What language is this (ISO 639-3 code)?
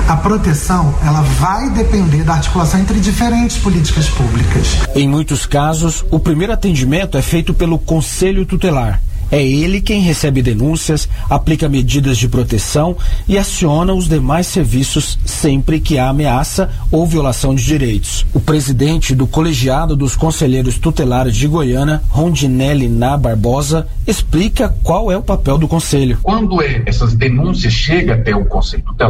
por